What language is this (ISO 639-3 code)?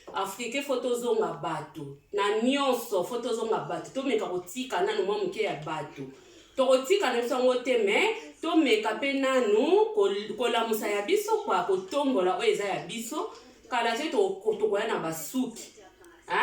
lin